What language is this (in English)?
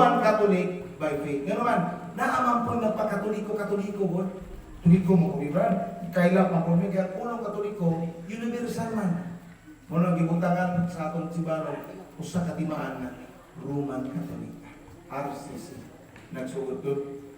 Cebuano